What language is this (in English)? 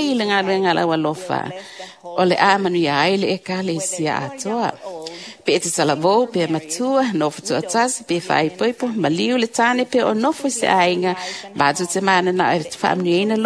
Samoan